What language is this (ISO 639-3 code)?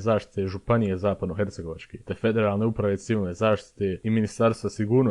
bos